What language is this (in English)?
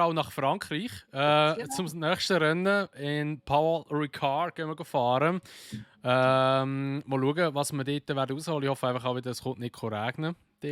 Swiss German